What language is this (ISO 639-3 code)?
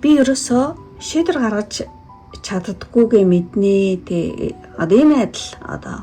mon